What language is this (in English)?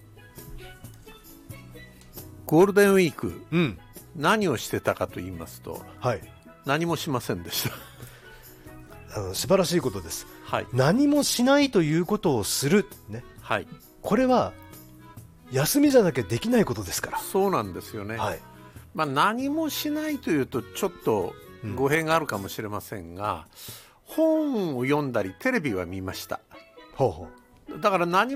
Japanese